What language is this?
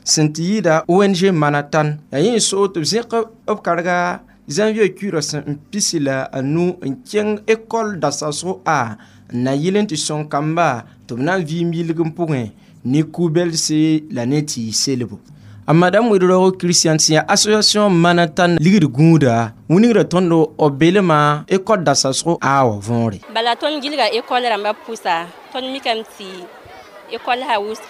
Mossi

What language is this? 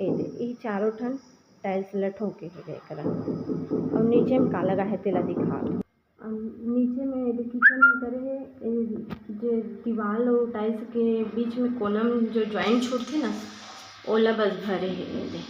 Chhattisgarhi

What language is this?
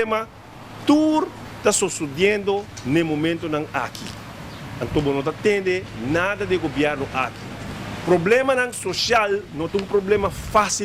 Papiamento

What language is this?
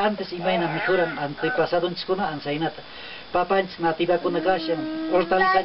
Quechua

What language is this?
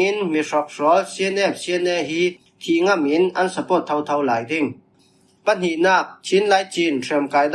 Falam Chin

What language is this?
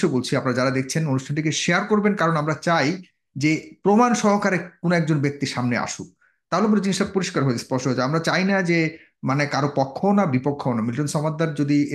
Bangla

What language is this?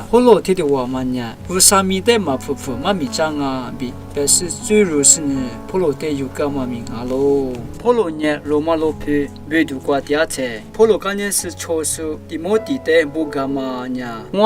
Lisu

